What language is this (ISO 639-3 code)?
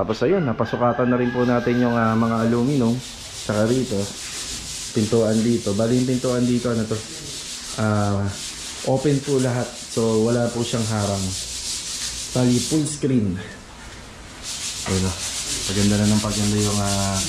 fil